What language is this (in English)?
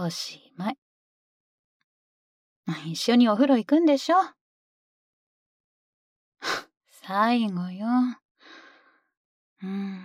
Japanese